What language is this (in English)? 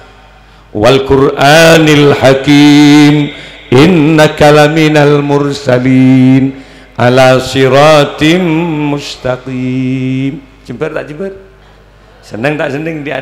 Madurese